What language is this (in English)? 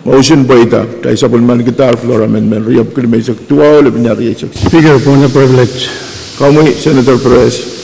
Pohnpeian